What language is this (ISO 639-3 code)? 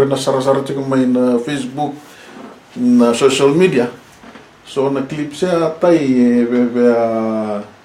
fij